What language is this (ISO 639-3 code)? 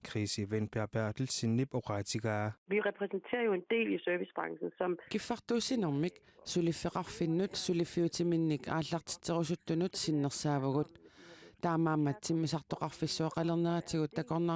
kal